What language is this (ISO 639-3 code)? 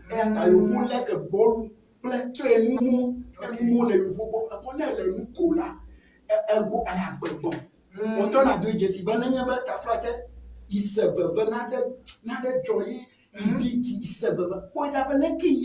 ewe